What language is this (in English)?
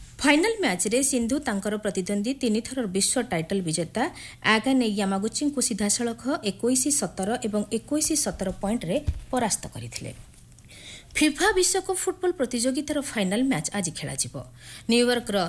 Odia